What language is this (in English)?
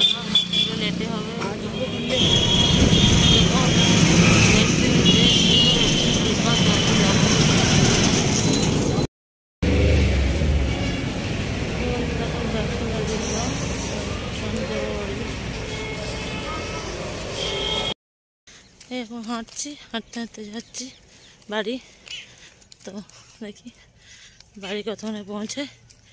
Bangla